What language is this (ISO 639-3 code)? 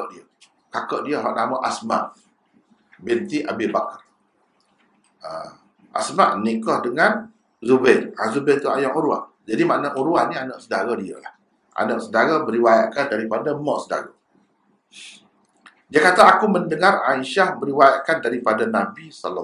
msa